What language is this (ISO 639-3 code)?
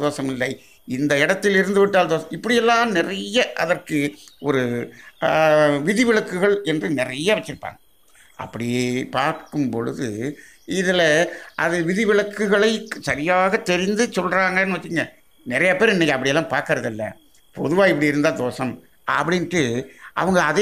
tam